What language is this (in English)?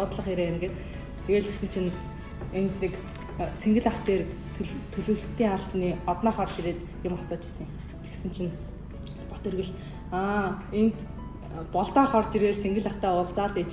Mongolian